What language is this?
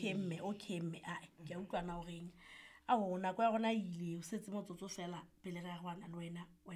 Southern Sotho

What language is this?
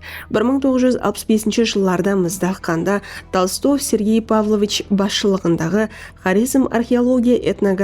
Kara-Kalpak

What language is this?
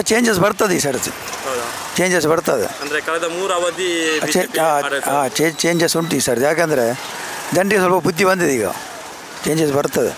Kannada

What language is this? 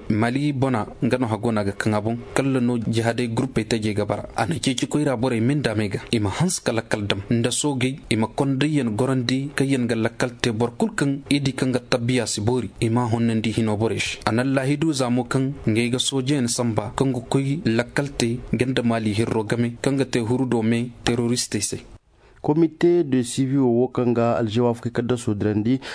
Koyraboro Senni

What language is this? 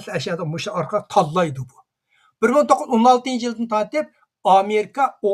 Uyghur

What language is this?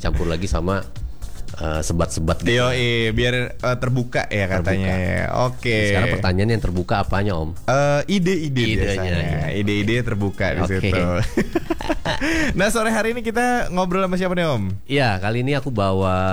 Indonesian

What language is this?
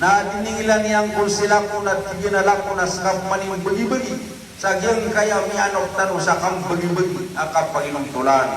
Maranao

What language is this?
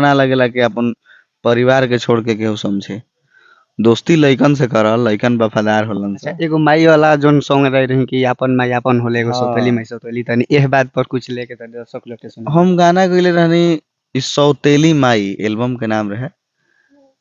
Bhojpuri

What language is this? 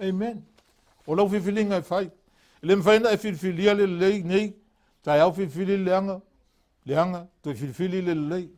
Samoan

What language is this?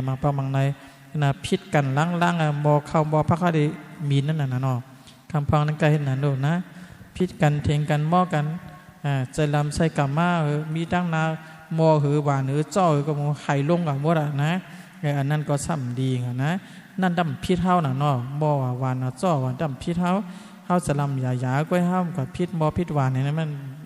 Shan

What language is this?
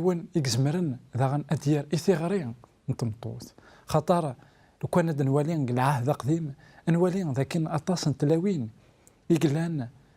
Kabyle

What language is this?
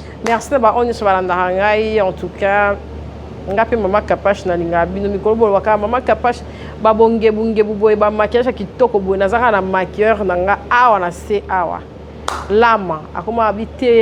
Lingala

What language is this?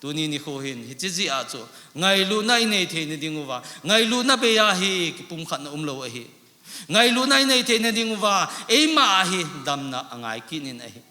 Thado Chin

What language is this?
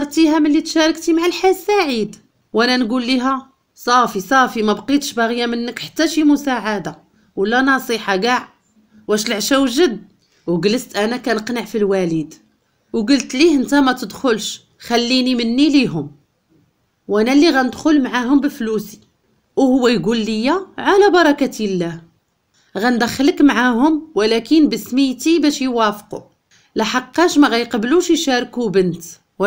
Moroccan Arabic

